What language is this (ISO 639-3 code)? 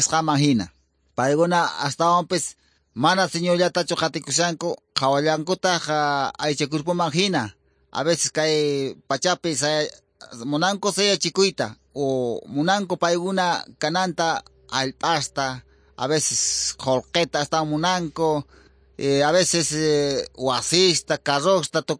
que